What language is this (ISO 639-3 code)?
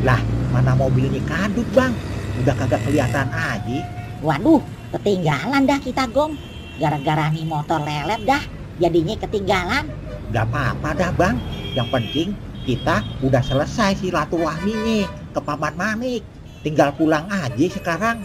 bew